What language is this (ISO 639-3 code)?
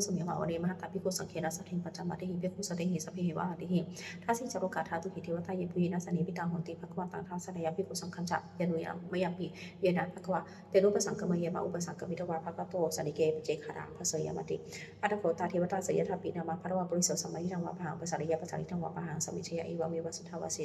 pli